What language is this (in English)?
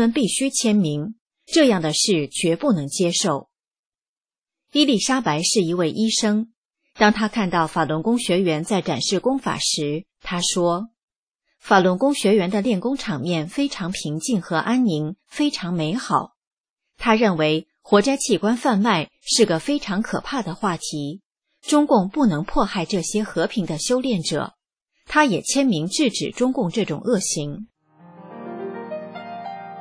Chinese